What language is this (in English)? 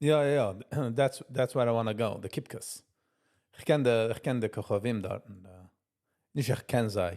Yiddish